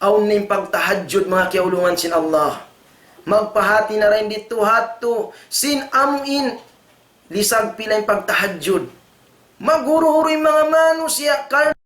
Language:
Tausug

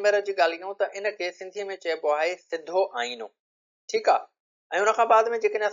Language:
Sindhi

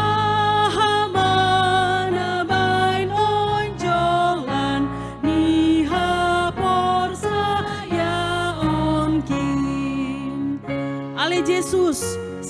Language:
Batak Simalungun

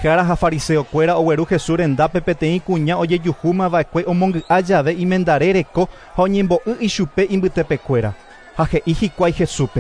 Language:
Guarani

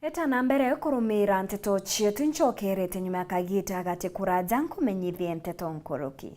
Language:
Meru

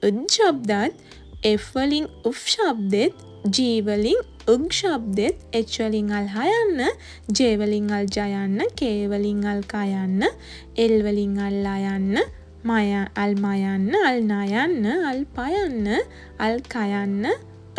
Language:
Sinhala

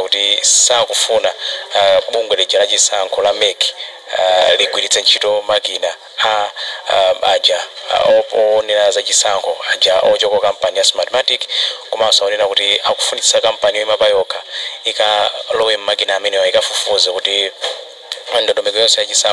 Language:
Nyanja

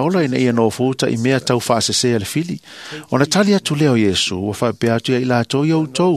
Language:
Samoan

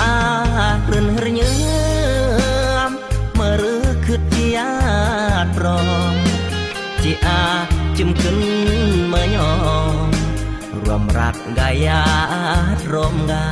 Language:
Khmu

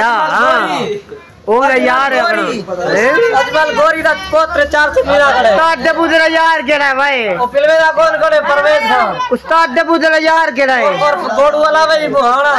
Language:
Saraiki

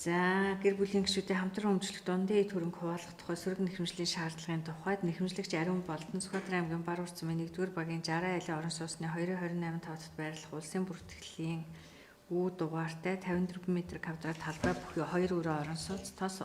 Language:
Mongolian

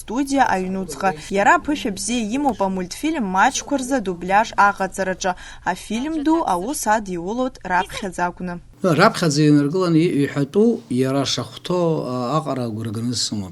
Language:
Abkhazian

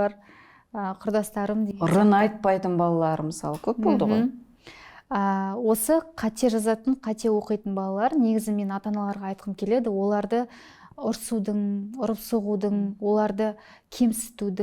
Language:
Kazakh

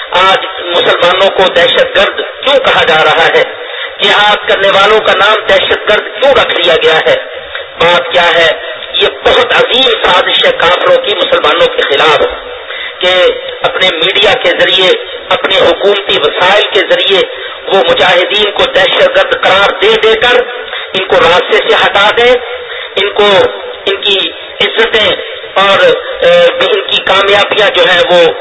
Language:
Urdu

